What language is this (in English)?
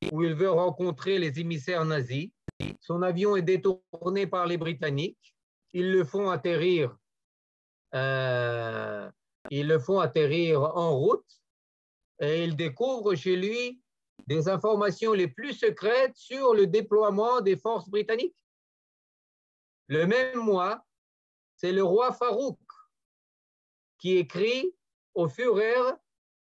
French